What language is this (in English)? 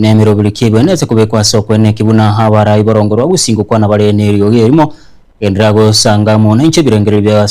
Gusii